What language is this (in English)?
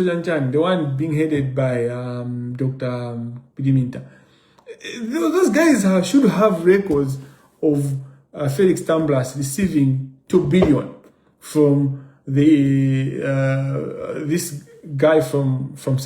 Nyanja